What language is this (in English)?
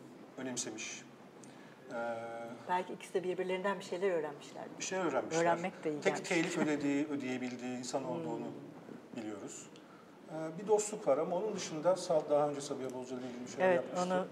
Turkish